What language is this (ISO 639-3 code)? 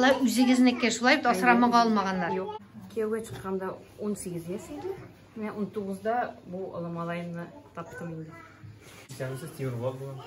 tat